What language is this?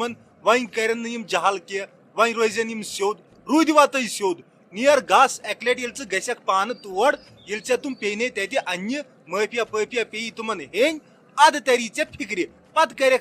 Kashmiri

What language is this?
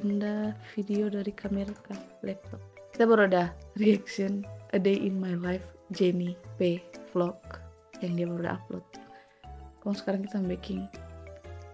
Manado Malay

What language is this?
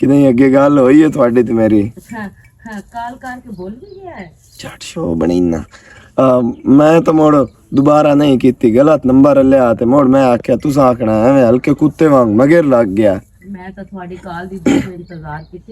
Western Panjabi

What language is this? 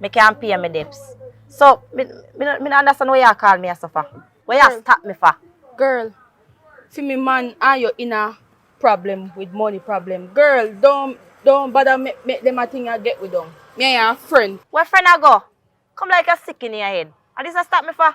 Jamaican Creole English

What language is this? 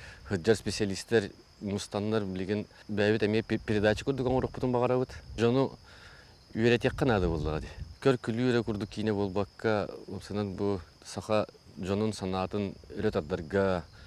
Yakut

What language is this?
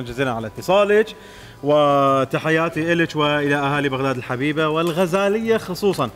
Mesopotamian Arabic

